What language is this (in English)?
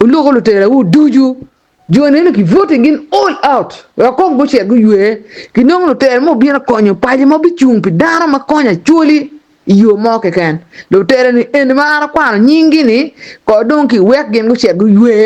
Acoli